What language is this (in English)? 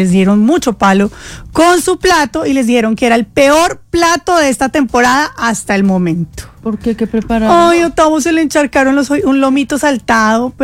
Spanish